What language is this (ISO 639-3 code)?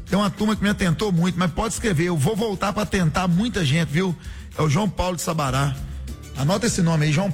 por